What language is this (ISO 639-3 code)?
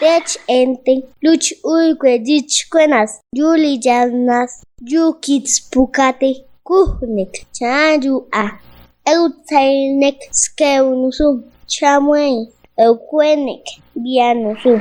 pbb